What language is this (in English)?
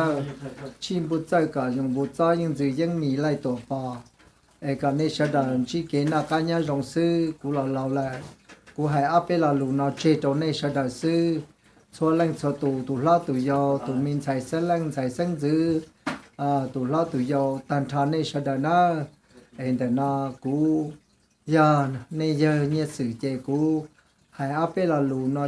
Hmong